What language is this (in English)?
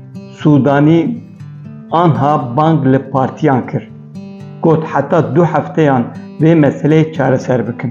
Kurdish